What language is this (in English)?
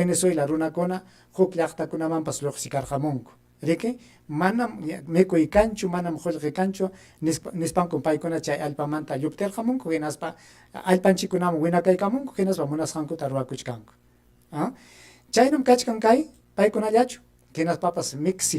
Ayacucho Quechua